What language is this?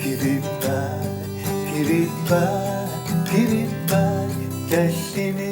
Kalaallisut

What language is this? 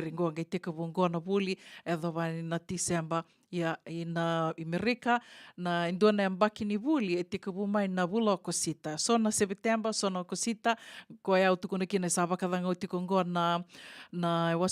Fijian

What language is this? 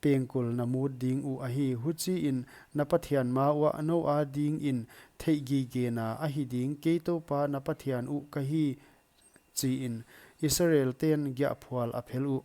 Paite Chin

